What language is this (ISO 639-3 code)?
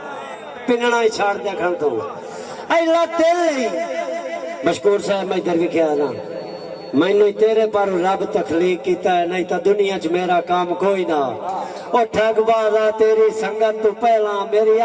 skr